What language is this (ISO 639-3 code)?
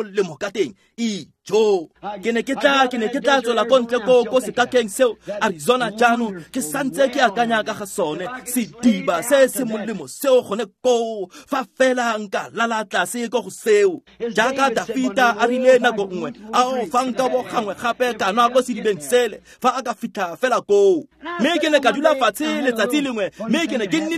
tsn